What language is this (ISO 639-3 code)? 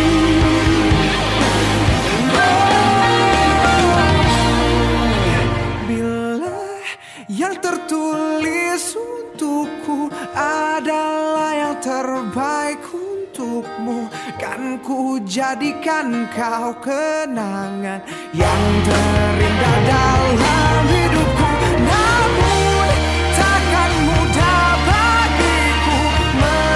ind